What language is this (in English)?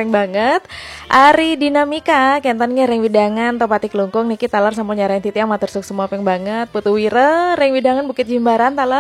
Balinese